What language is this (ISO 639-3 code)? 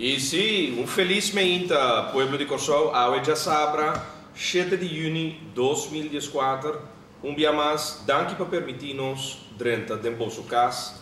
pap